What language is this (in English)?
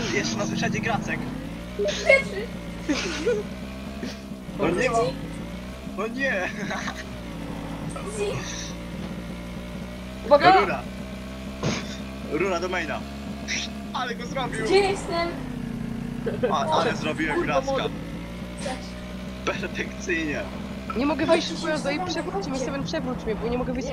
Polish